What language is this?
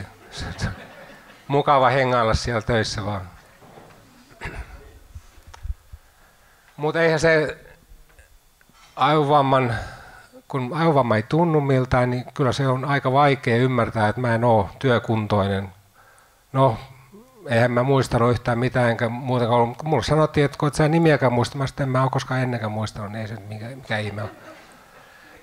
Finnish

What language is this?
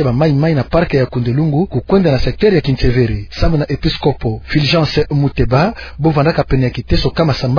Kituba (Democratic Republic of Congo)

